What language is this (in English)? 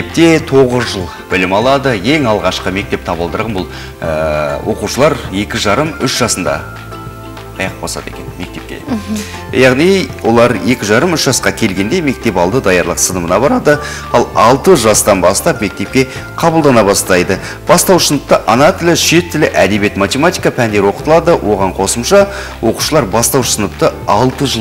Kazakh